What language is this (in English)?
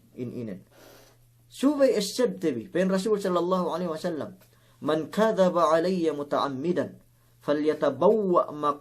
Yakan